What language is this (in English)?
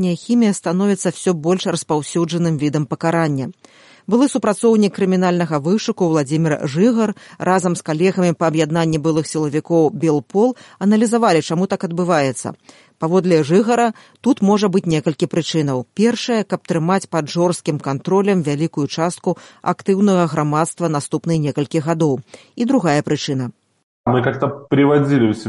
Belarusian